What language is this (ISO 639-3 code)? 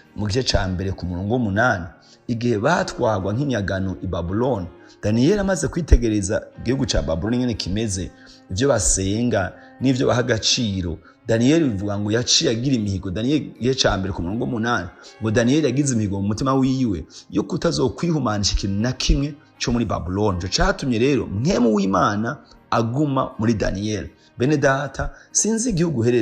run